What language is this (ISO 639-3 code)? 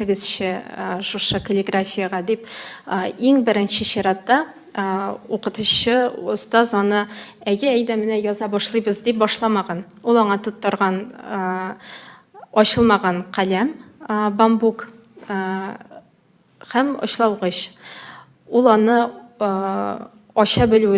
tat